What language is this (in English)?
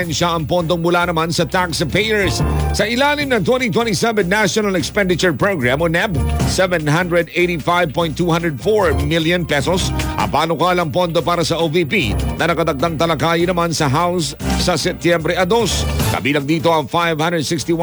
Filipino